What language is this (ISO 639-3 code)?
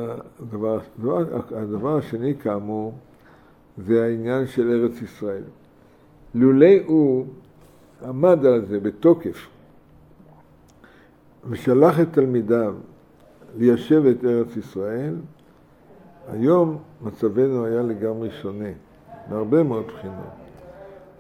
heb